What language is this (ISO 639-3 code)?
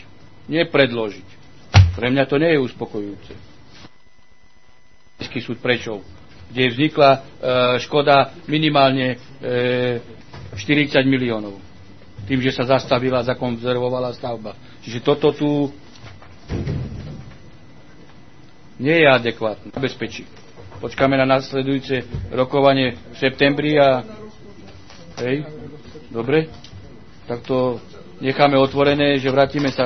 slk